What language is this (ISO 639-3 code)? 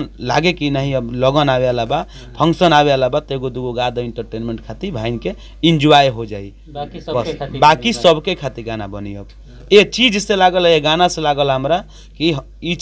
bho